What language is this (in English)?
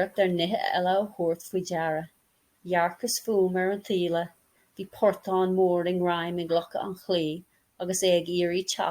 Irish